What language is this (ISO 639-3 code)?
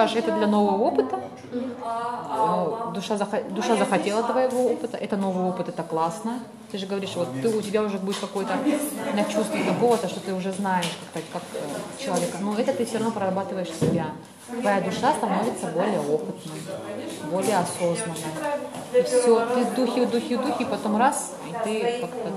rus